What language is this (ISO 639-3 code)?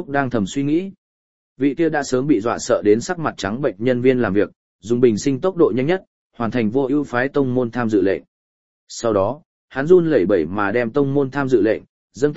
vie